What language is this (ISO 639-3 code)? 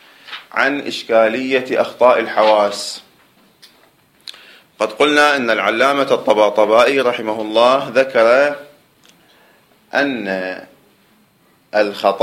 ara